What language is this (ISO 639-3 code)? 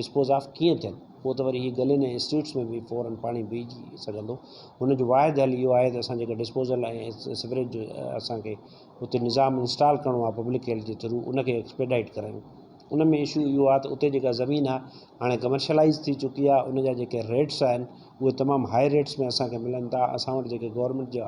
snd